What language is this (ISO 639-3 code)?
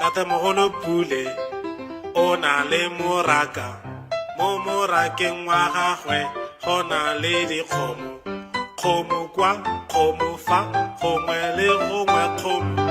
tsn